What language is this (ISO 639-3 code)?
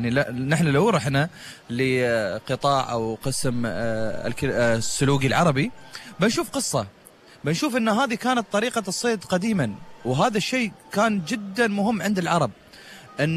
afb